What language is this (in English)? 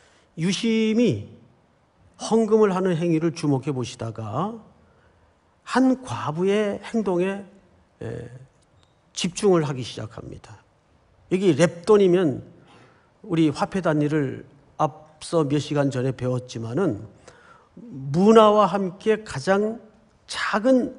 Korean